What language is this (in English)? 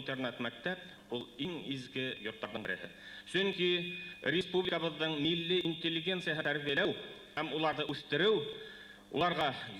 Bashkir